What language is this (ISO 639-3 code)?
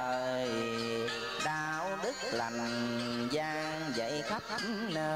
vie